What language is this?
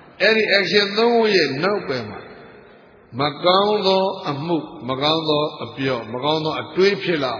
Burmese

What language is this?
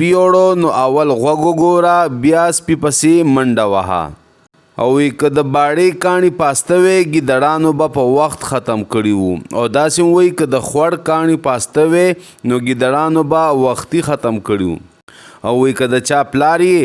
Pashto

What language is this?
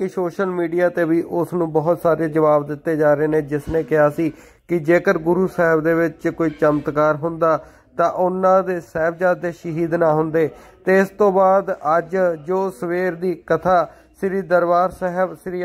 Punjabi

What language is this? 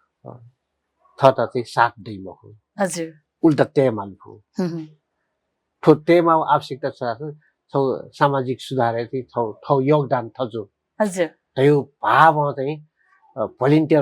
Newari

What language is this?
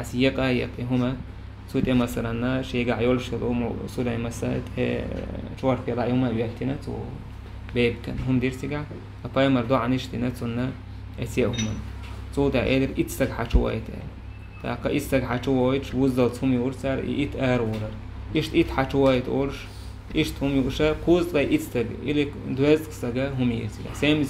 Chechen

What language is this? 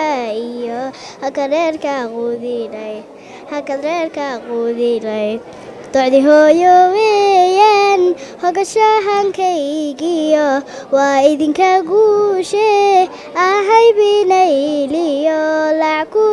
Somali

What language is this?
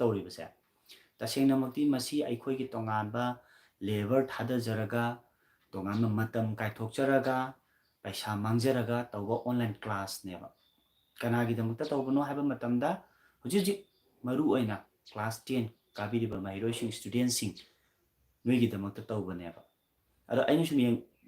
Manipuri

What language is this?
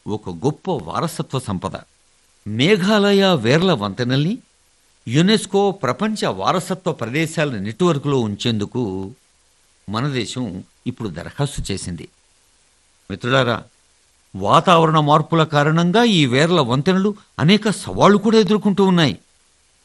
Telugu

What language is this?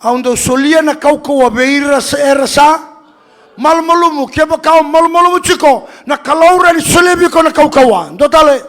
Fijian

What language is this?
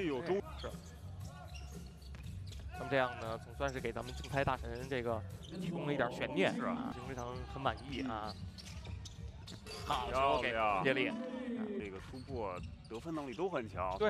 Chinese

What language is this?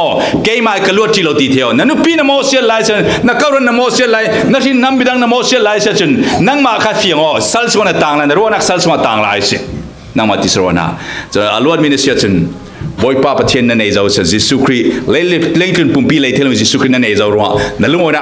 Falam Chin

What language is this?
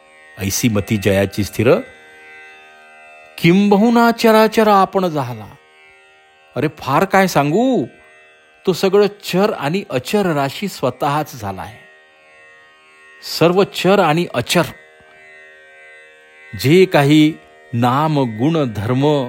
Marathi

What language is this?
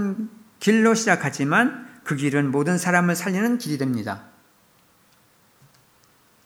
Korean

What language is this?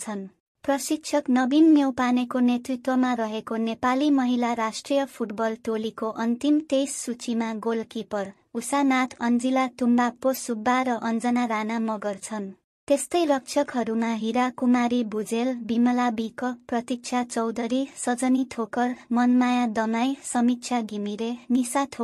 Nepali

